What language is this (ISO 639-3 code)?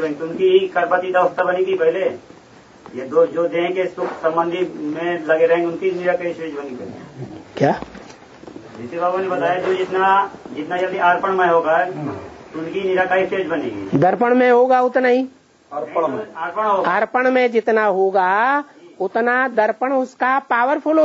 hin